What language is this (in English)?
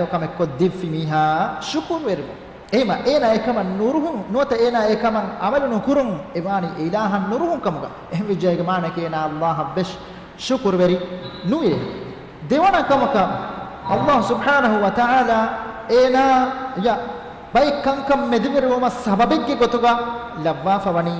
Divehi